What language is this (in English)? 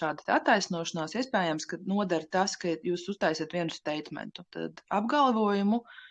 Latvian